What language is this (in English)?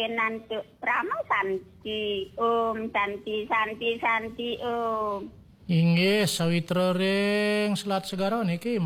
Balinese